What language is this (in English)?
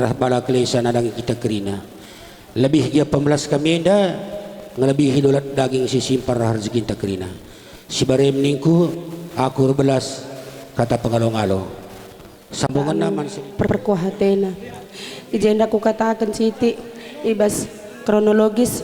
Batak Karo